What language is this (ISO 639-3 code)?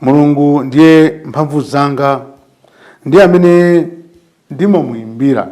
nya